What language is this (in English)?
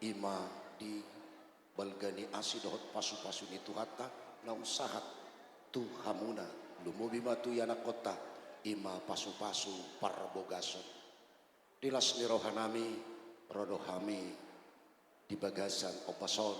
Batak Toba